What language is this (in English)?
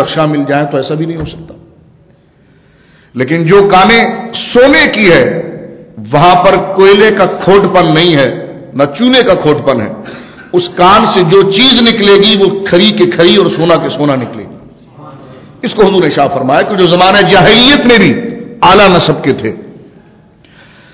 Urdu